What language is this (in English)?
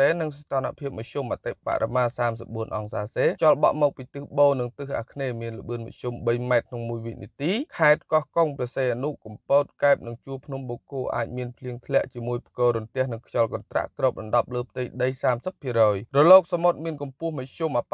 Khmer